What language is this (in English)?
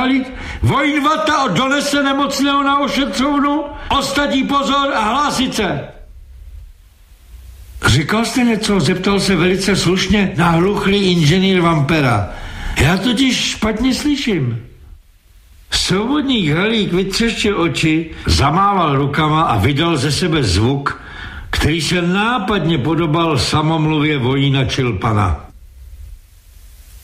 Czech